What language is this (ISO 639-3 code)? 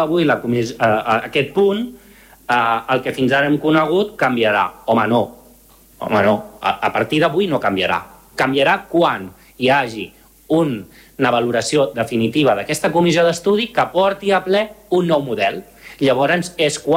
cat